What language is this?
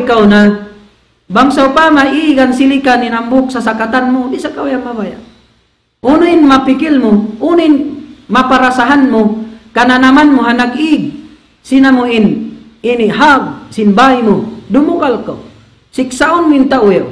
Tausug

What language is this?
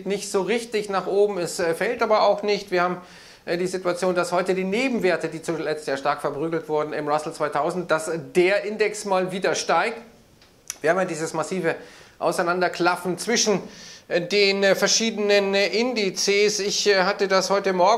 German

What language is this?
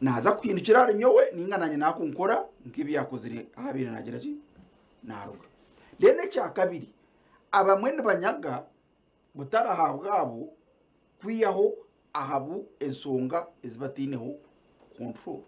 Nyankole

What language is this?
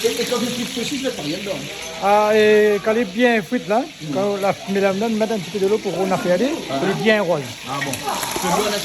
Réunion Creole French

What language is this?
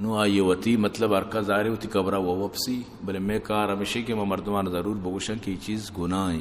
Eastern Balochi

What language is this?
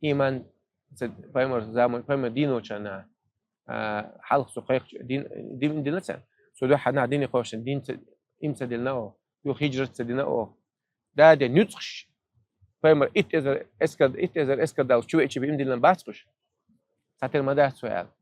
Chechen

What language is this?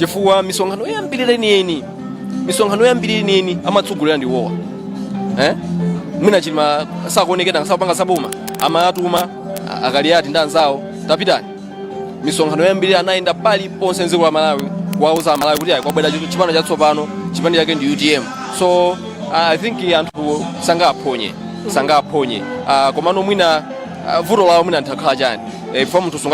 Nyanja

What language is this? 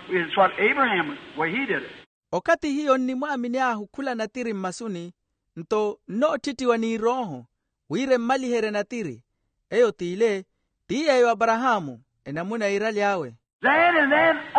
Makhuwa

